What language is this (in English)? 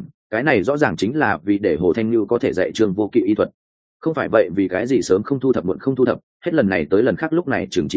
Vietnamese